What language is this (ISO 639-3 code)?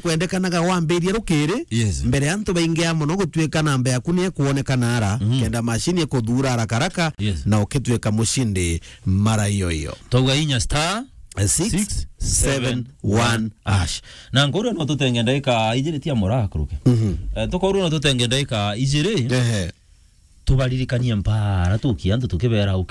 mer